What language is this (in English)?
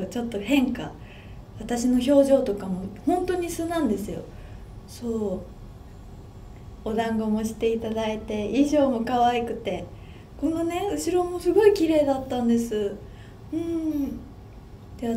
Japanese